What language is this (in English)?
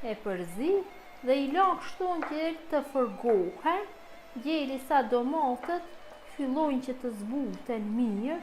Albanian